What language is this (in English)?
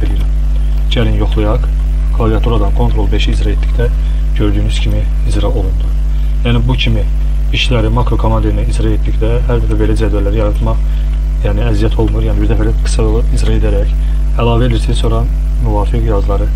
Azerbaijani